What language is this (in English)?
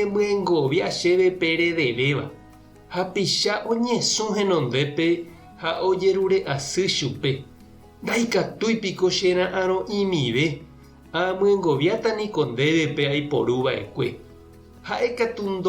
Guarani